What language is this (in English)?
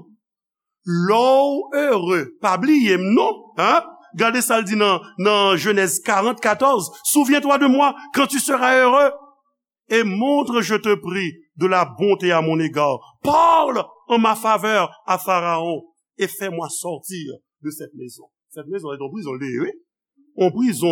Haitian Creole